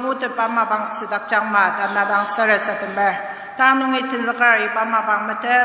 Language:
Ao Naga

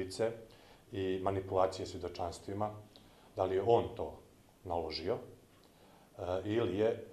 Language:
Bosnian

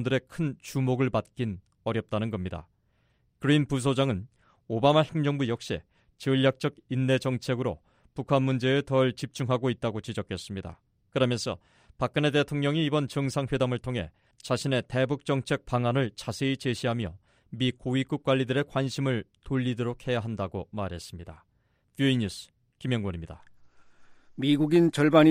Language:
Korean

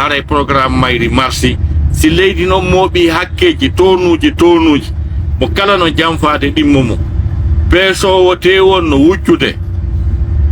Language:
Pular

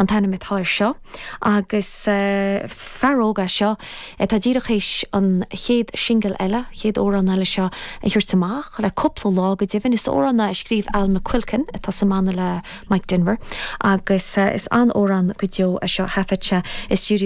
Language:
Irish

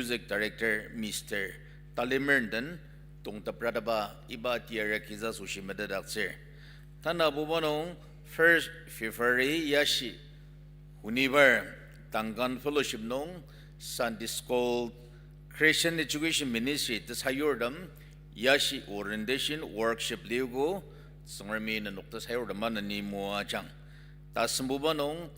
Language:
Ao Naga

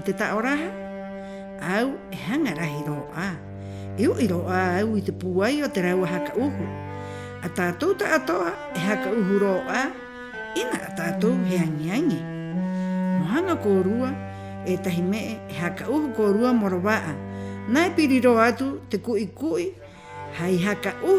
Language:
Rapanui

